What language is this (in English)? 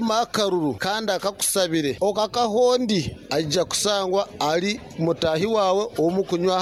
Nyoro